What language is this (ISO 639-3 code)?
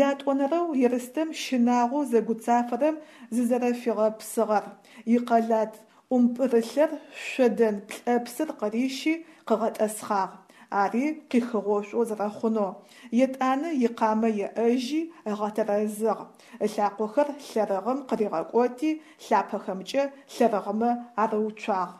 ady